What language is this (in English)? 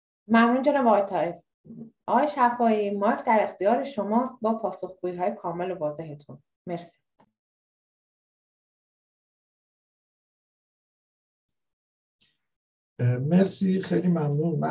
Persian